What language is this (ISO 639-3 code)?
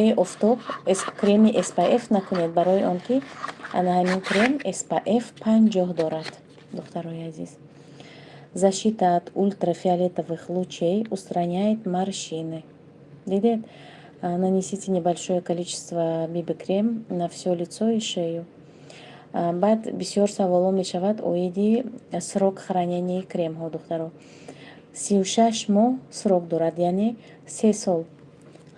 tgk